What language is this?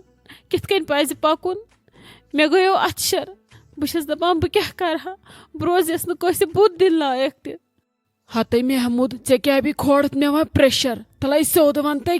Kashmiri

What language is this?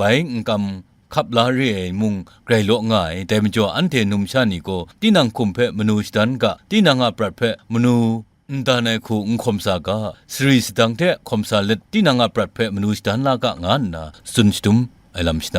Kachin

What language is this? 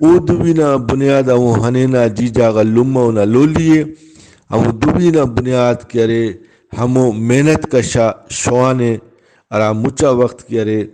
Brahui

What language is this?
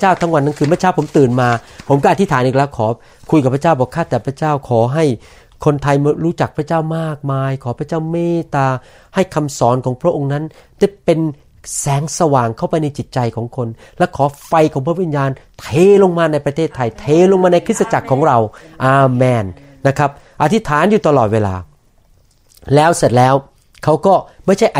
Thai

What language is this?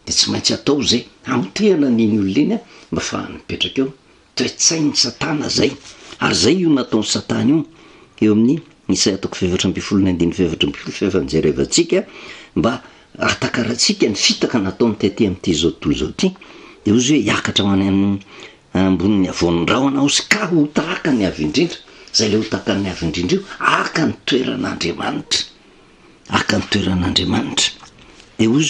Malagasy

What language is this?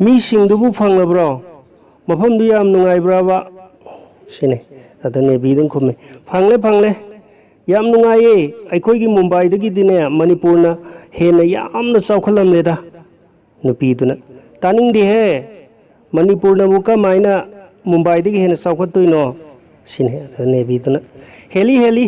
Manipuri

